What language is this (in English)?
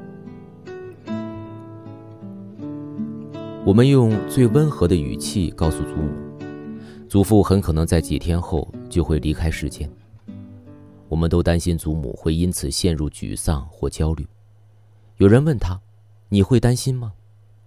Chinese